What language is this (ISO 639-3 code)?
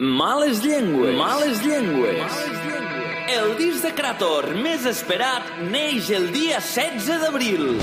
cat